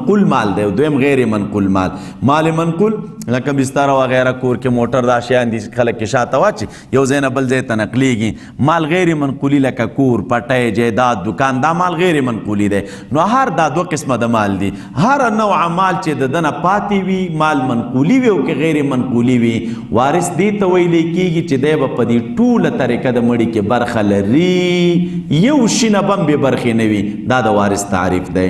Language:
Pashto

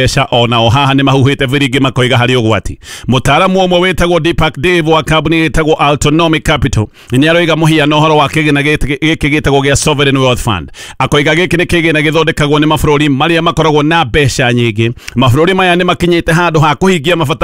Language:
Kikuyu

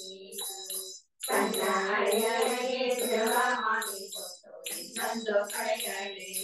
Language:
Kannada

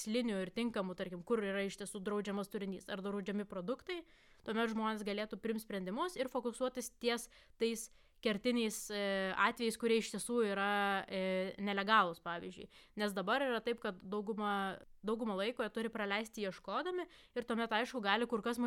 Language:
Lithuanian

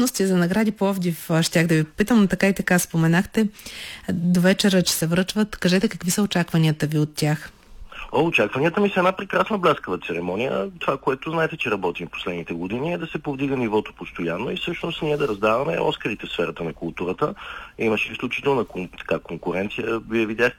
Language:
Bulgarian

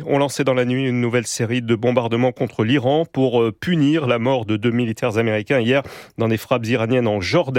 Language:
French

